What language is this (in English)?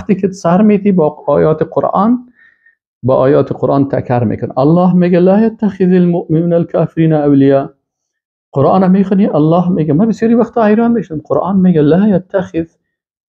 Persian